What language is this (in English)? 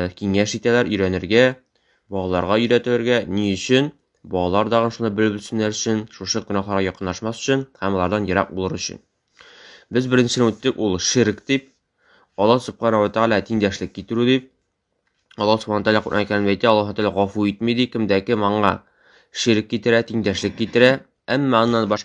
Tatar